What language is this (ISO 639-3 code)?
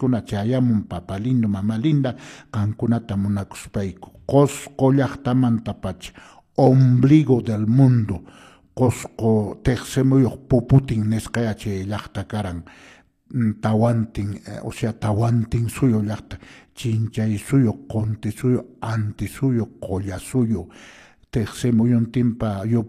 que